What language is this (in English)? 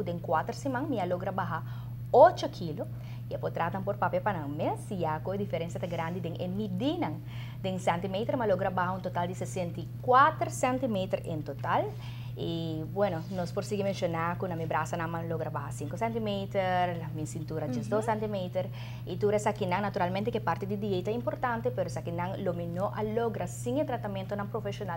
Papiamento